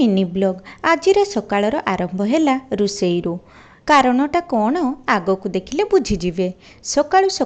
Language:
Odia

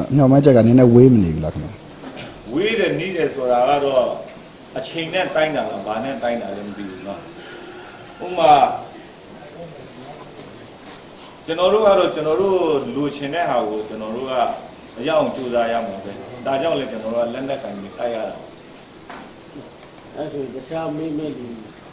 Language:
Burmese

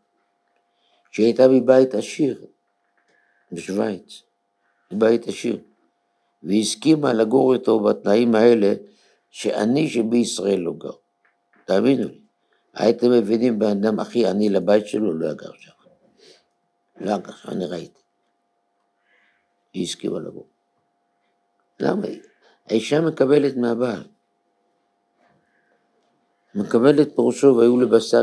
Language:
Hebrew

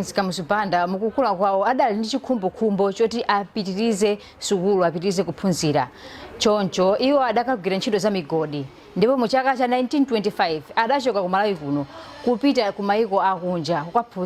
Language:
Nyanja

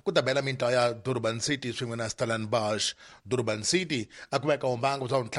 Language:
Tsonga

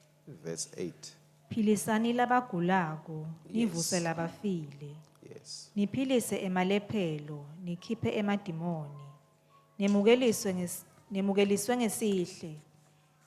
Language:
Swati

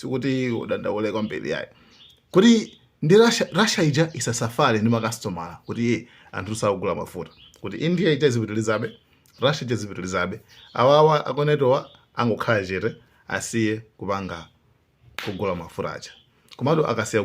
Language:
Nyanja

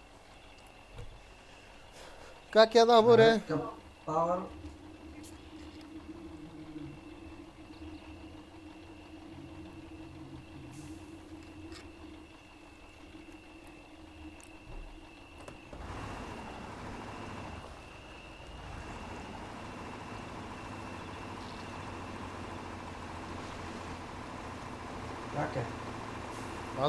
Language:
Bulgarian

